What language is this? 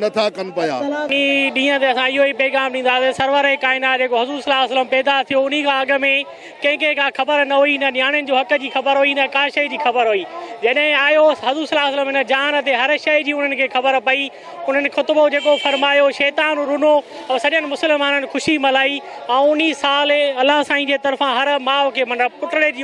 Sindhi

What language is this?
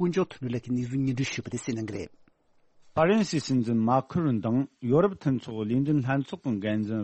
Tibetan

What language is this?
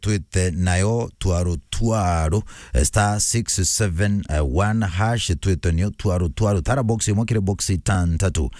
Meru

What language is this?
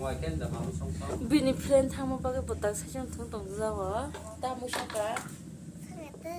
Kok Borok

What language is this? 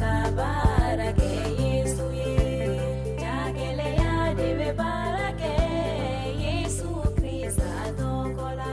Bambara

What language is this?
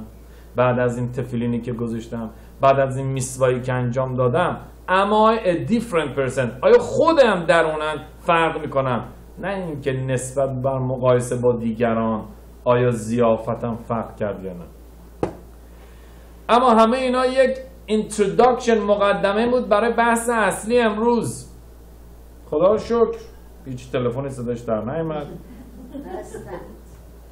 Persian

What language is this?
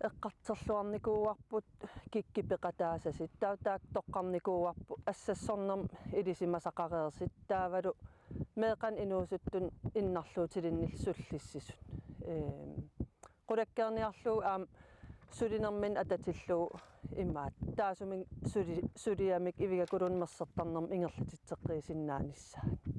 Kalaallisut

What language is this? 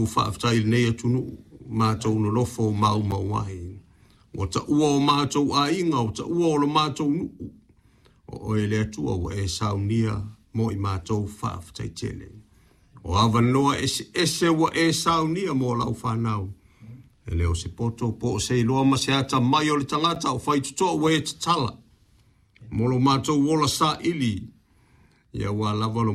Samoan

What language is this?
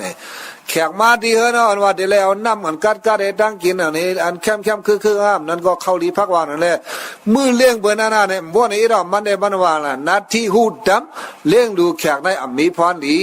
Shan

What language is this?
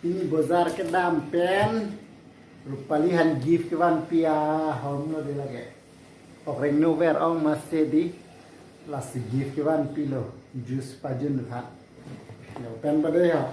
Karbi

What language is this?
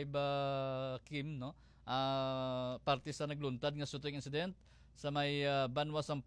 Hiligaynon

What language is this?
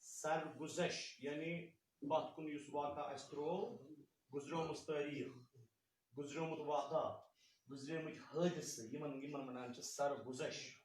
Kashmiri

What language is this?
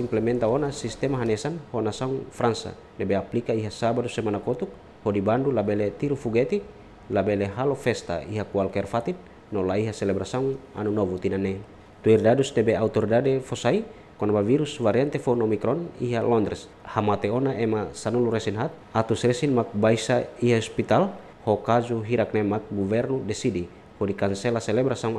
Tetum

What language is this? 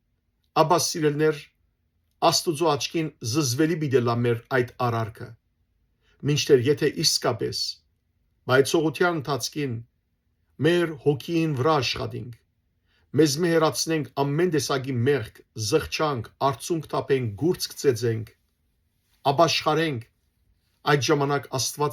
Western Armenian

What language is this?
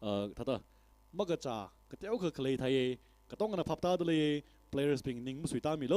Tangkhul Naga (India)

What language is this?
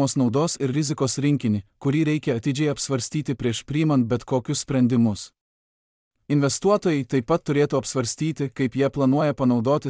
Lithuanian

